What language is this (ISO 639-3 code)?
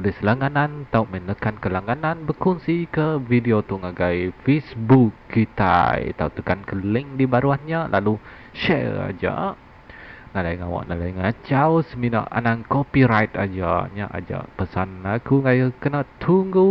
iba